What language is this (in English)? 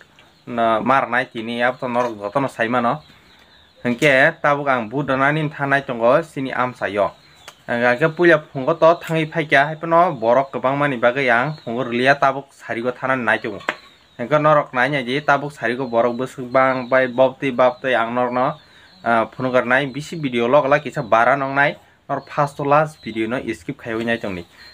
Kok Borok